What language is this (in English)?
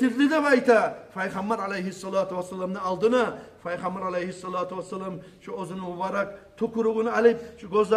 Kumyk